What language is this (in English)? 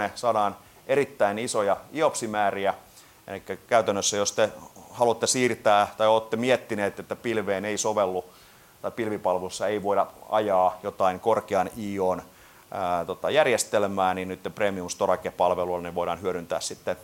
Finnish